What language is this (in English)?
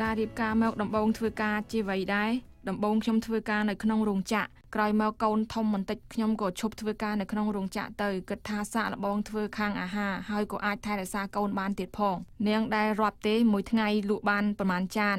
Khmer